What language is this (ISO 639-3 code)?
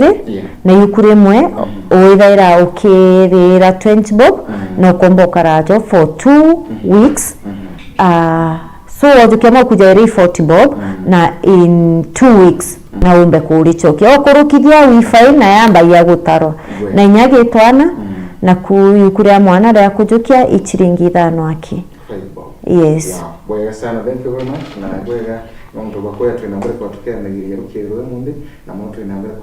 mer